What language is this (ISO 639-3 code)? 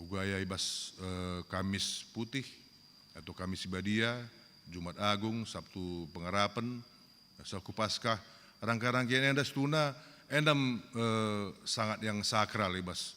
btx